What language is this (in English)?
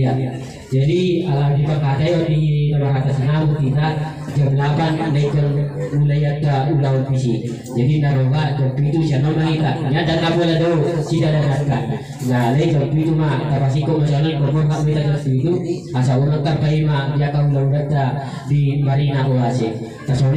Batak Toba